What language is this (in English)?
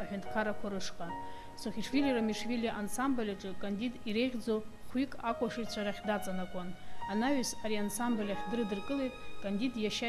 Abkhazian